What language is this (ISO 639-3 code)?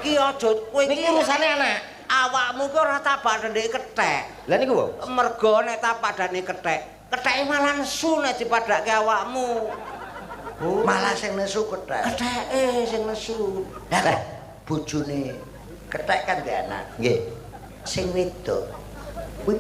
jav